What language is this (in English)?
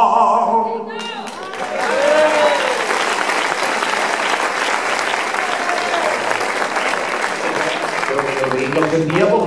Catalan